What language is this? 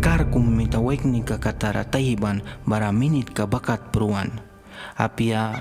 Mískito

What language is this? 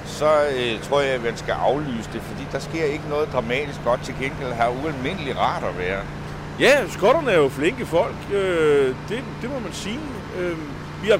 Danish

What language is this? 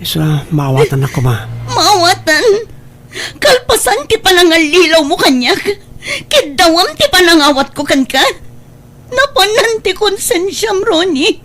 Iloko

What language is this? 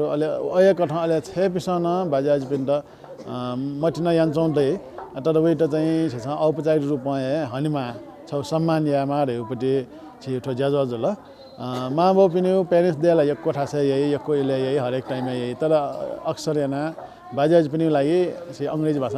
Newari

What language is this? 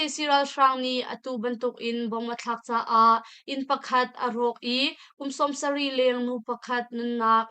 Hakha Chin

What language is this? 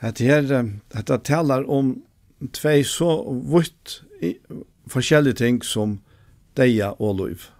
Faroese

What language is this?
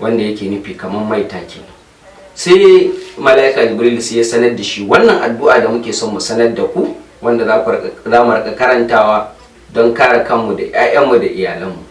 Hausa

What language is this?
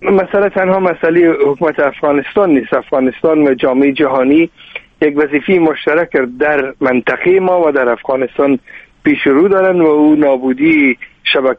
Persian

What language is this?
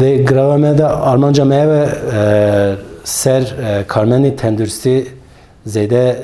Kurdish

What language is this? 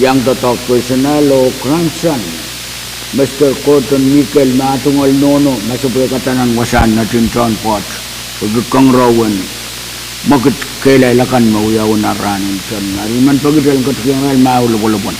Pohnpeian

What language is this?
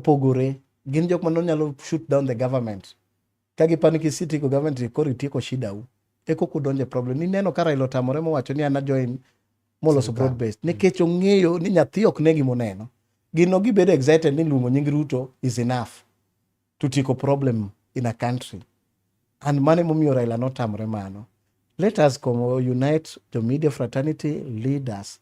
Luo (Kenya and Tanzania)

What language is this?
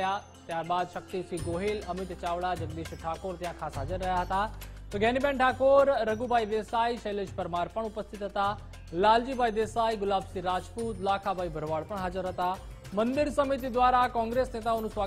Gujarati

